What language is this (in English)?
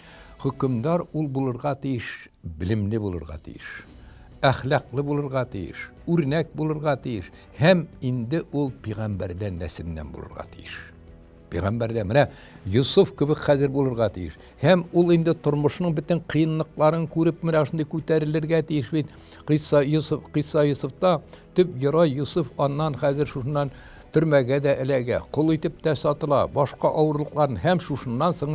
Tatar